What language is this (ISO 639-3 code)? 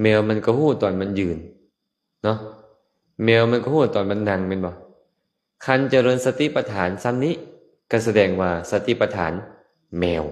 lao